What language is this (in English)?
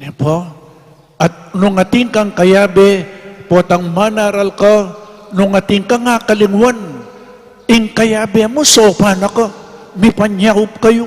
Pampanga